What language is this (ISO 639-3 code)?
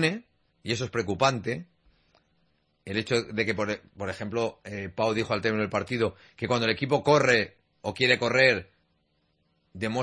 spa